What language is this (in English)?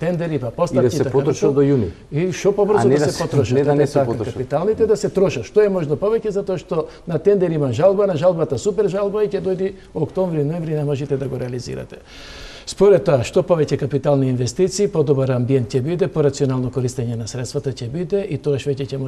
Macedonian